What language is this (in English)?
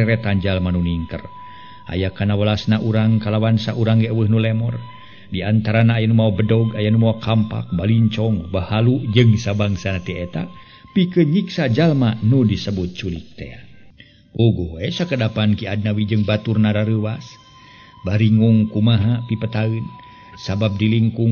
Sundanese